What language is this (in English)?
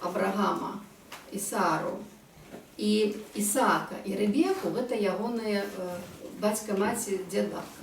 Belarusian